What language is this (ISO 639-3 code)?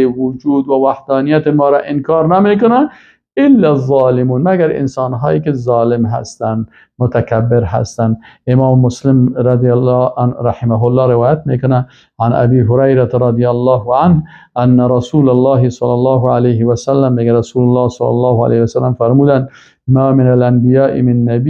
fas